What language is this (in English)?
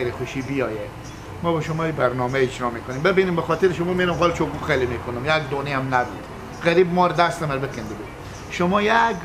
Persian